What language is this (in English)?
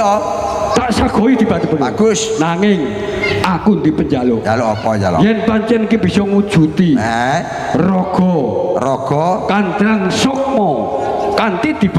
Javanese